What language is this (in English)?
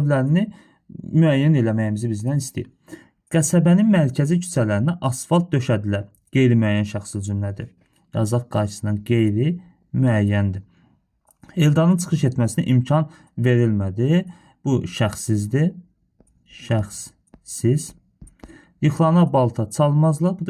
Azerbaijani